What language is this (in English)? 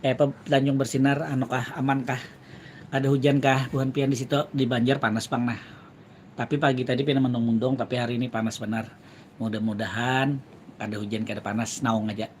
Banjar